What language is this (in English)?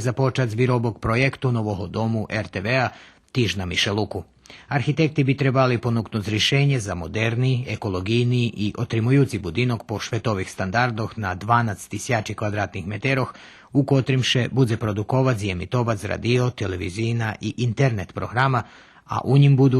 Rusyn